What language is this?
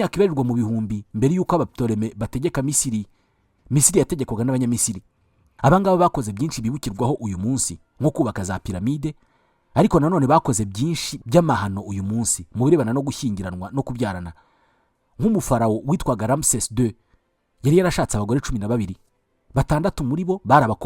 Kinyarwanda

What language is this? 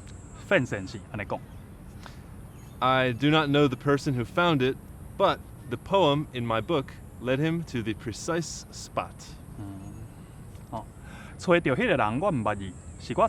Min Nan Chinese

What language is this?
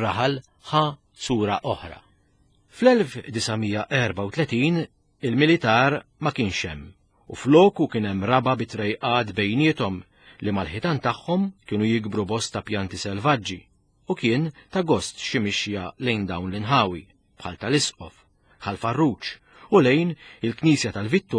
Maltese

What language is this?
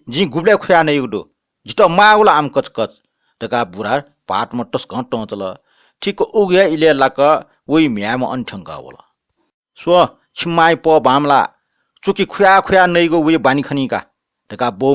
Newari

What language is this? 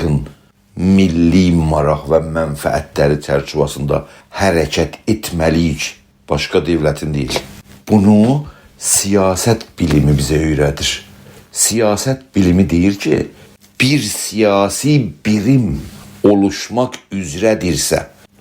South Azerbaijani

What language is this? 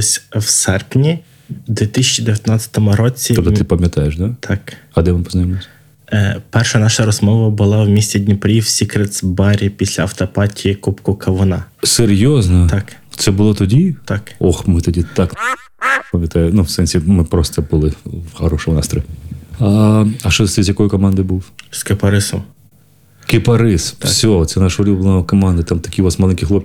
Ukrainian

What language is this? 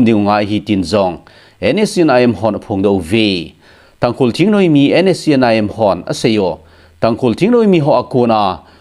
Thado Chin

